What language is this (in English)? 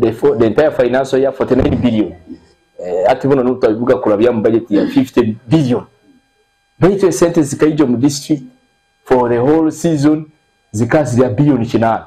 Nyankole